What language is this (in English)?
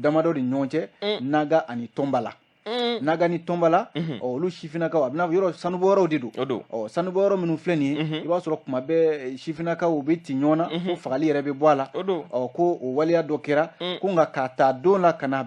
Bambara